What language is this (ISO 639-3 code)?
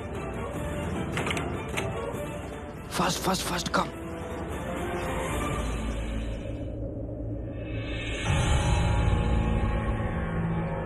bho